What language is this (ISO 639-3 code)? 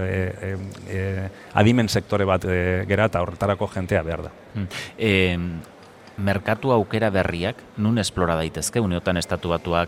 eus